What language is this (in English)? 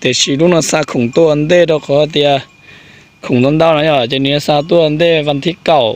Hmong